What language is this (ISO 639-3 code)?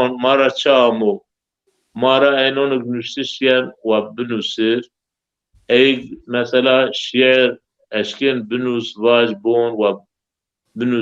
zza